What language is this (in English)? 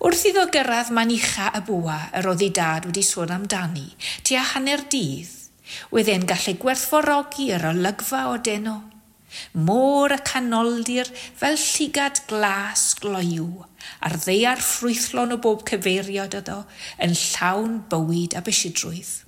Welsh